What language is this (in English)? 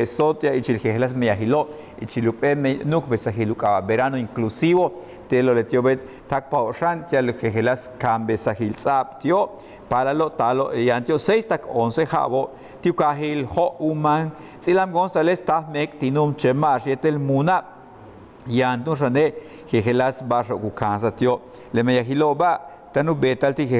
Yucateco